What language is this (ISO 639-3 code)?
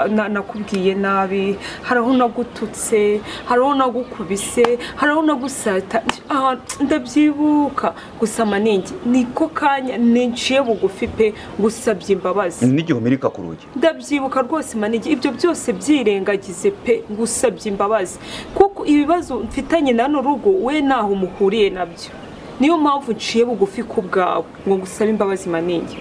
kin